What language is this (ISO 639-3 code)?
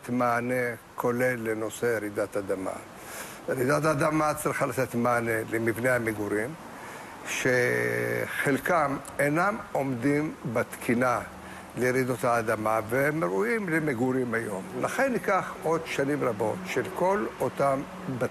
heb